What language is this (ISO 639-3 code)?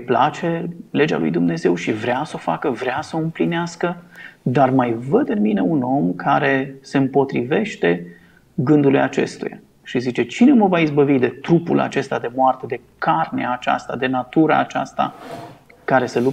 ron